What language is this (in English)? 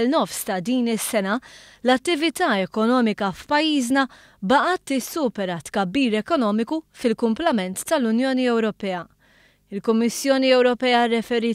Maltese